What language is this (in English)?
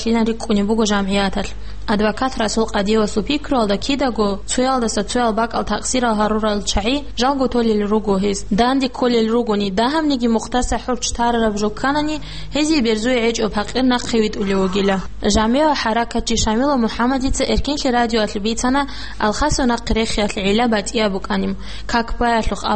Avaric